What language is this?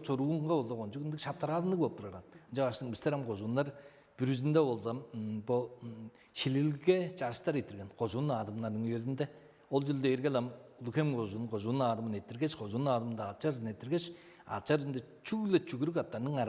Tuvinian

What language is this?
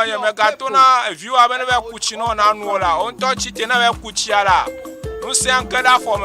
Ewe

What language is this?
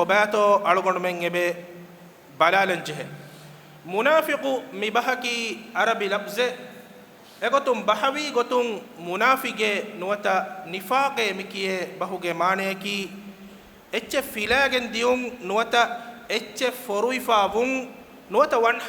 Divehi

